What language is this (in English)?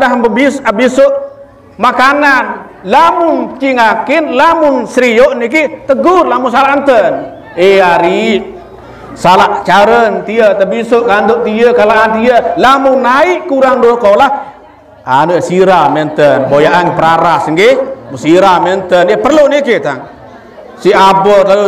Sasak